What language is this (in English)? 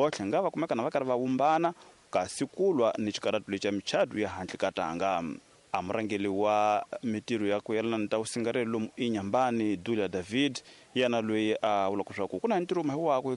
Tsonga